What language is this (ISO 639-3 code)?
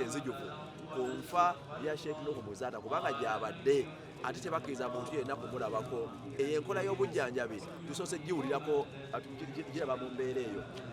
lug